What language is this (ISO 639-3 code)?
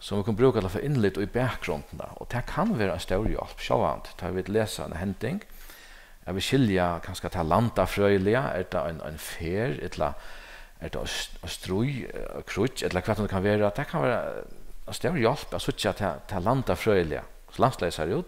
fao